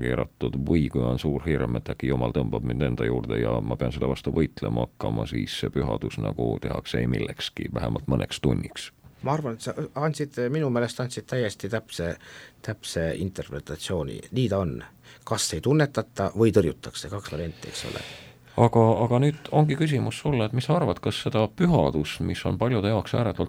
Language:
Estonian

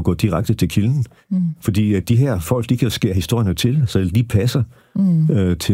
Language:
Danish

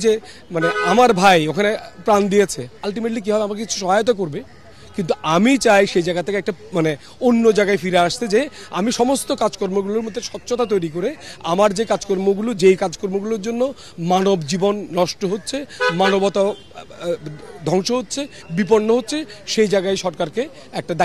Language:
Bangla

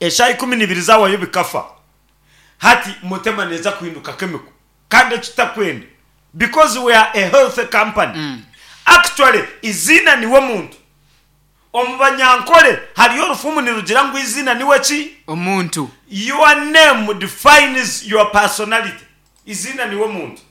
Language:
Nyankole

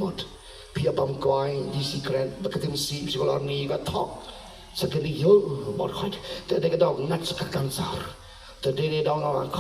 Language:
Khasi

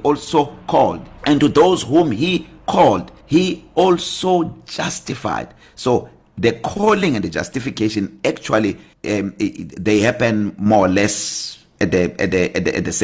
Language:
English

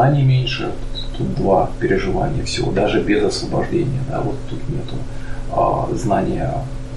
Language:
Russian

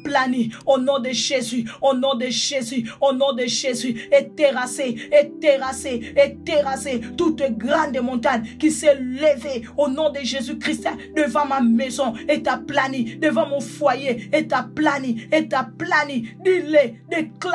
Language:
French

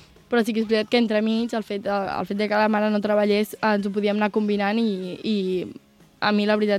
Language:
Catalan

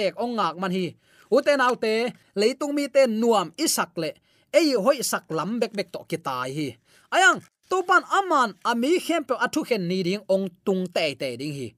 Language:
Tedim Chin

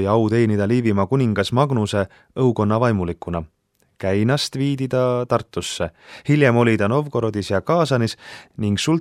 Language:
Estonian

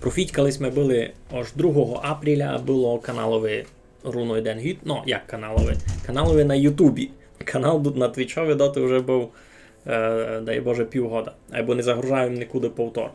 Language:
Rusyn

